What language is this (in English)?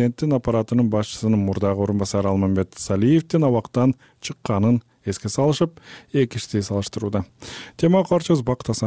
Kyrgyz